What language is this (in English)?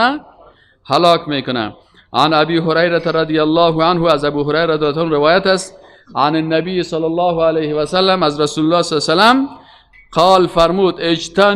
Persian